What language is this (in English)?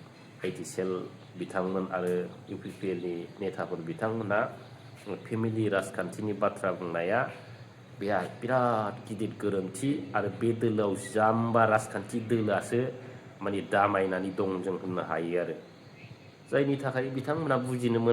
Bodo